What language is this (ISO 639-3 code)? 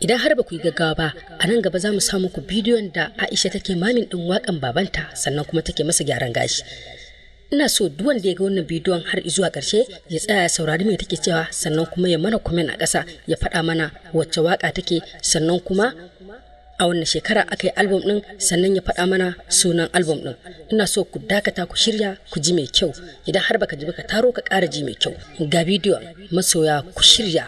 hau